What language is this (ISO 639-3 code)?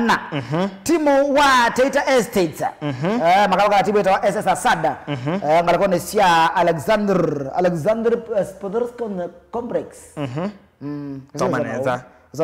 kam